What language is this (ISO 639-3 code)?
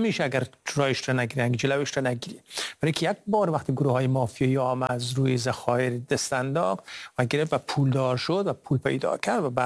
fas